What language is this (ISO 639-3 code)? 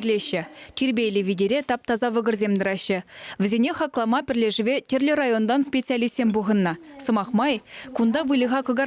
chv